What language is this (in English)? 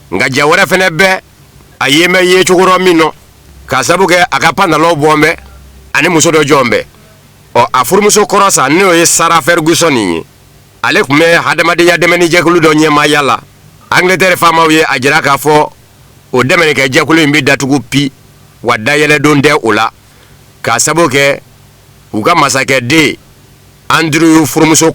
Bambara